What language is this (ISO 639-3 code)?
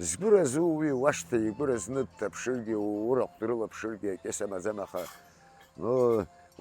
abk